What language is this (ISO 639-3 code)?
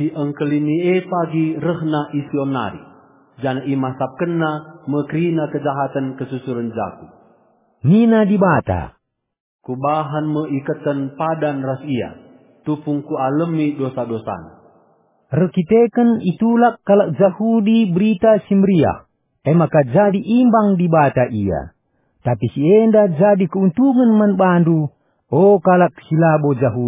btx